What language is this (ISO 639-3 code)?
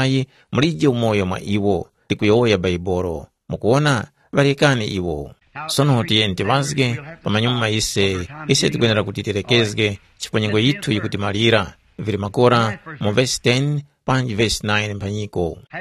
tum